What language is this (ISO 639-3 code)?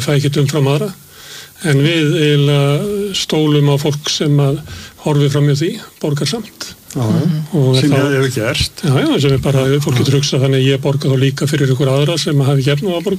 isl